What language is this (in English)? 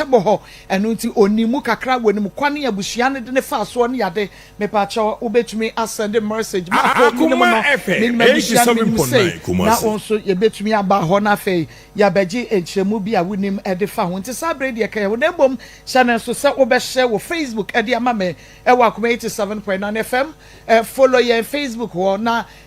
Akan